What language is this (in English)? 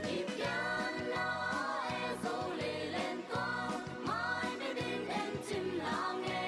Tedim Chin